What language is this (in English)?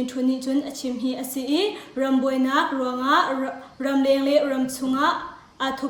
Hakha Chin